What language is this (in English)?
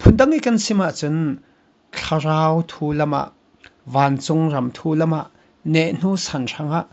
Falam Chin